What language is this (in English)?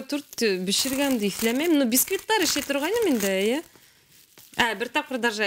Bashkir